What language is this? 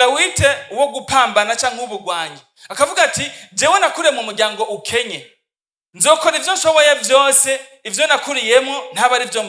Rundi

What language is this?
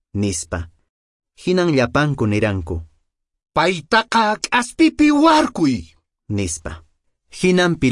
Quechua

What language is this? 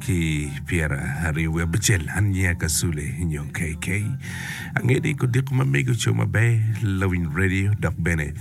Acoli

